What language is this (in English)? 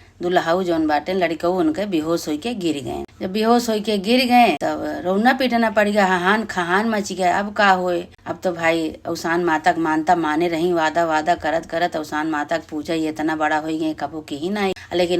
Awadhi